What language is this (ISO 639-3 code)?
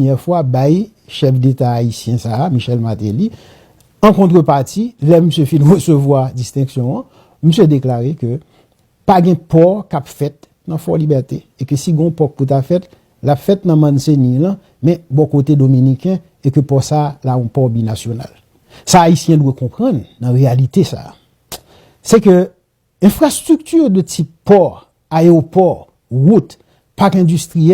hat